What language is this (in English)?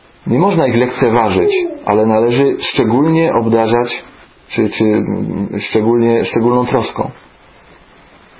Polish